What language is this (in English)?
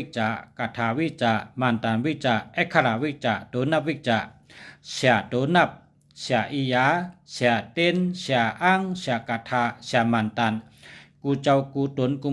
Shan